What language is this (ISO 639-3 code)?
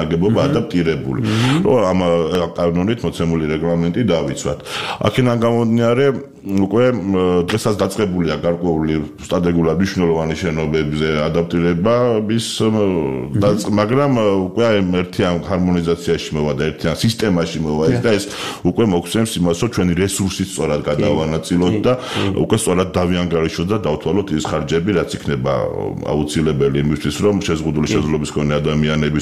kat